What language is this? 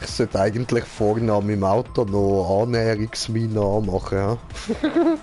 Swiss German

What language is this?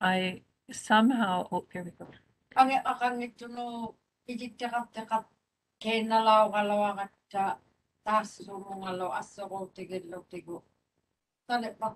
Māori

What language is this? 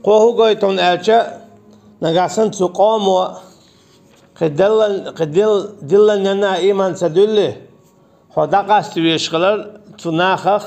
Chechen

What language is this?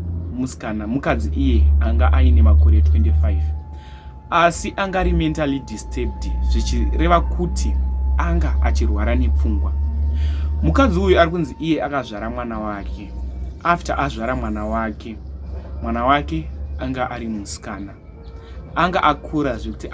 Shona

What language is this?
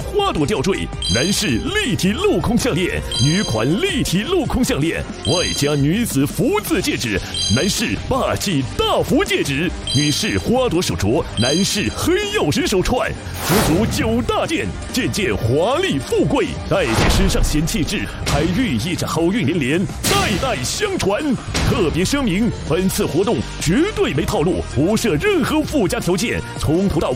Chinese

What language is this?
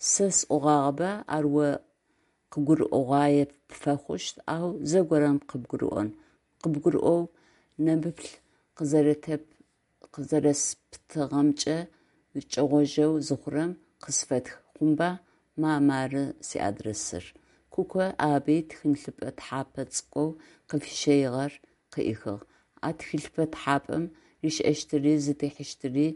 Adyghe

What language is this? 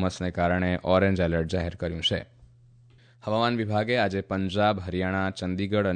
Gujarati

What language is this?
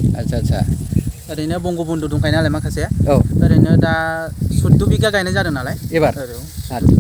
Bodo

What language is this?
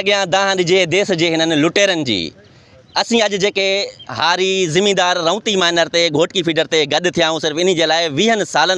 Sindhi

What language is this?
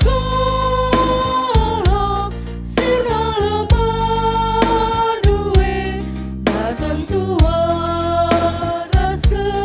Batak Karo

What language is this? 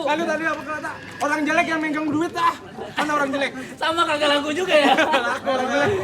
Betawi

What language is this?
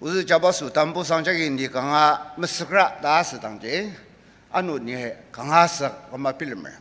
Ao Naga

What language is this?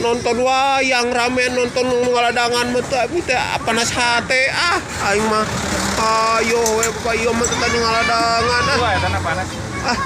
Sundanese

